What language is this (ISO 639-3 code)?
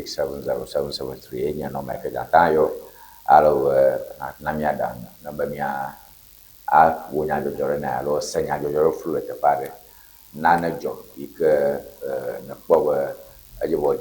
ewe